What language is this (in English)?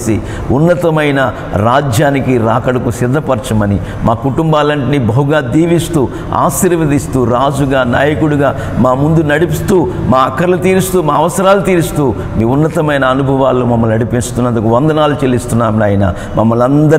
Telugu